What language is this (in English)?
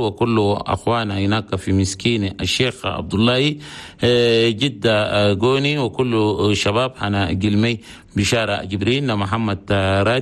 Chadian Arabic